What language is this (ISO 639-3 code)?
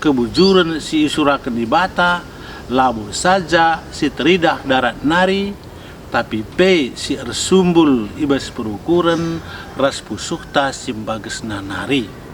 btx